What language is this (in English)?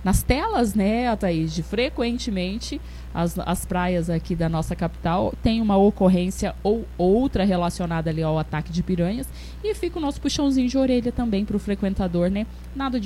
Portuguese